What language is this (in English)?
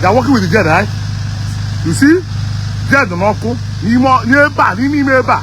Igbo